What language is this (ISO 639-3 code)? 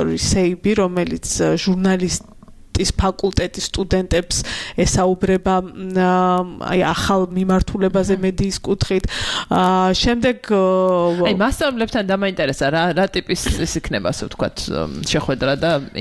kat